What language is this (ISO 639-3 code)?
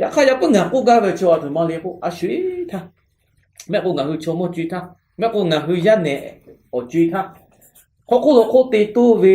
lhu